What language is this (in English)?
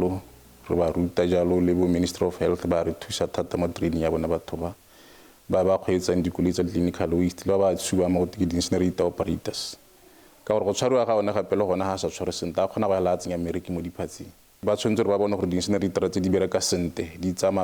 Tswana